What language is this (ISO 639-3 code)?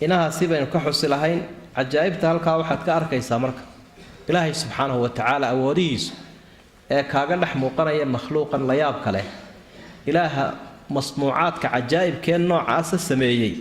som